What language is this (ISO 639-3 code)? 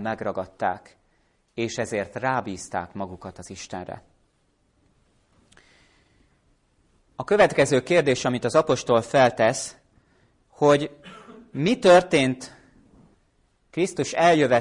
hun